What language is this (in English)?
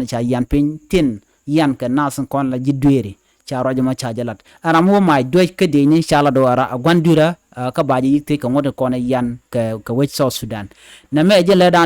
Nuer